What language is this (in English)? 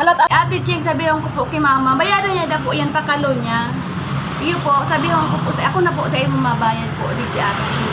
Bikol